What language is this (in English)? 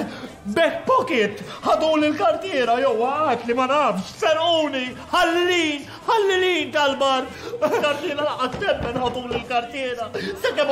Maltese